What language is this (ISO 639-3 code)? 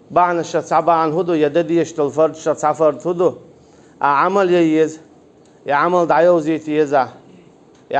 che